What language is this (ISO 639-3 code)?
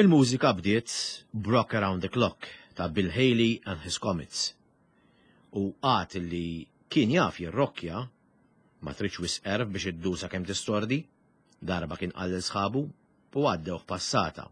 mlt